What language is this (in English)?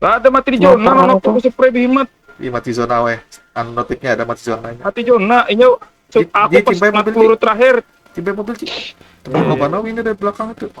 Banjar